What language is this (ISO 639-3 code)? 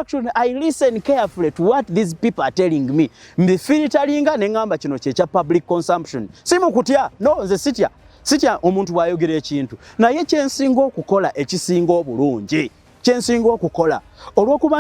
lug